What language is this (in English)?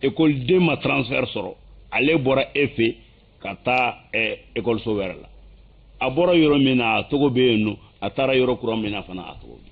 Bambara